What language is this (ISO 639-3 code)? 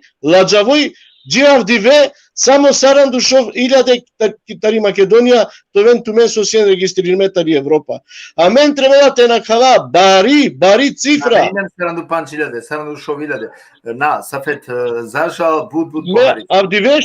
rmn